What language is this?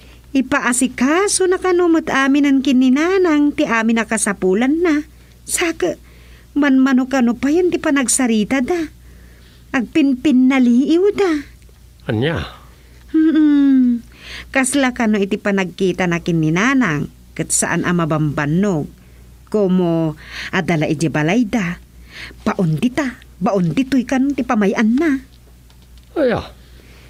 Iloko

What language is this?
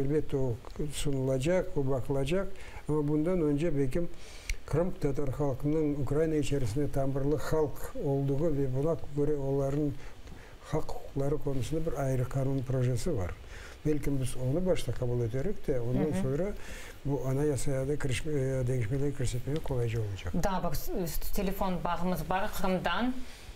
Crimean Tatar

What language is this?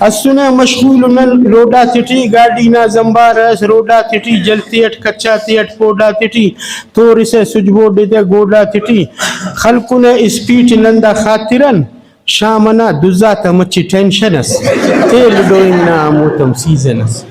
Brahui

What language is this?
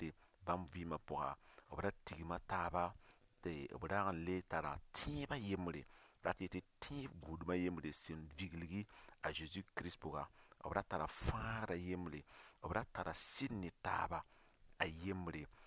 Mossi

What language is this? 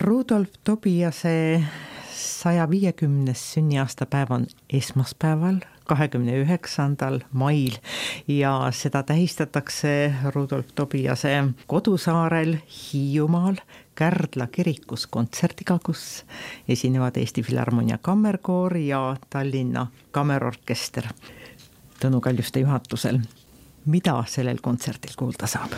Estonian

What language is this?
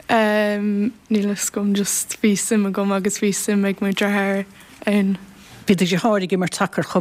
Irish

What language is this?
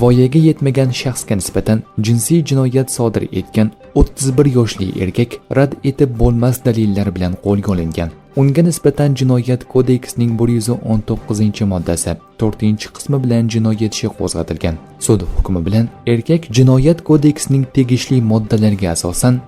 Uzbek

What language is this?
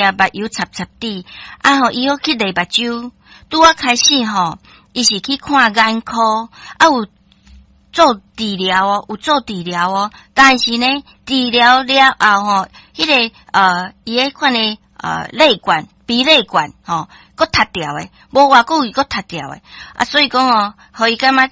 Min Nan Chinese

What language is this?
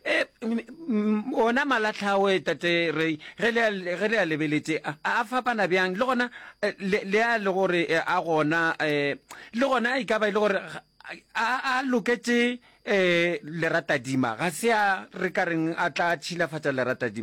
Northern Sotho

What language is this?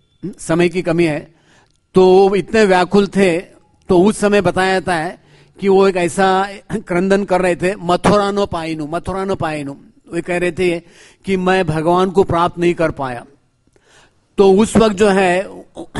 Hindi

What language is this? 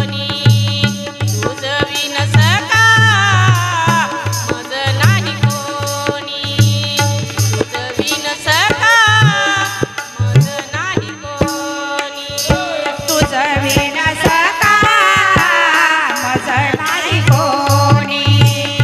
Marathi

